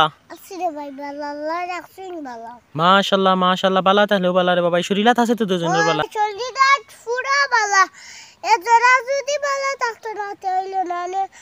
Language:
Sylheti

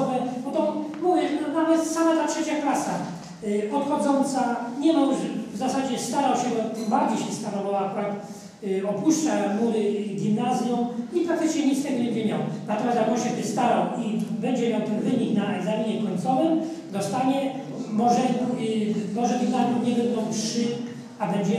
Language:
Polish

